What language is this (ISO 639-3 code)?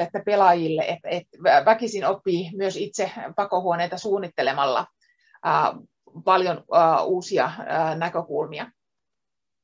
fin